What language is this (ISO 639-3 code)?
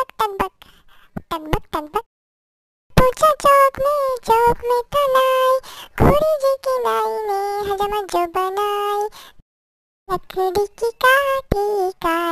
hin